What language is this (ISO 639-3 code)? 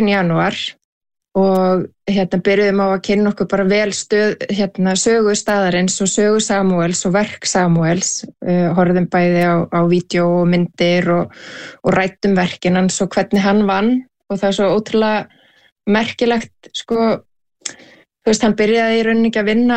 isl